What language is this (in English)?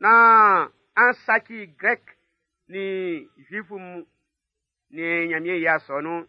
Baoulé